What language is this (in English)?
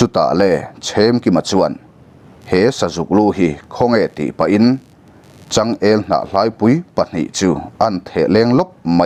Mizo